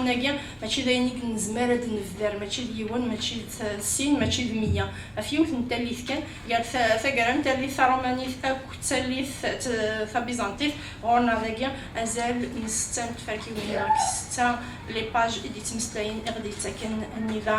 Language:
Kabyle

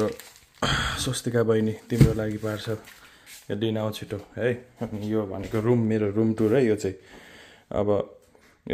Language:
Nepali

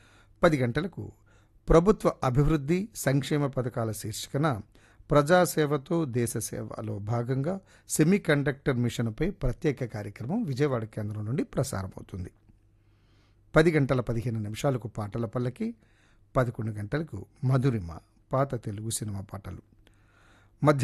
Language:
Telugu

